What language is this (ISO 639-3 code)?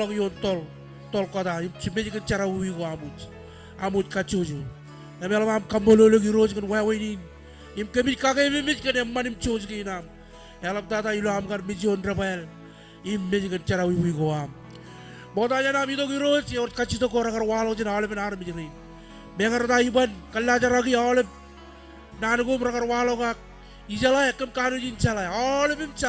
mah